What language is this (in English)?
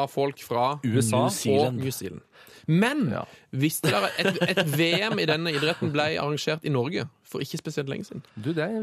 Norwegian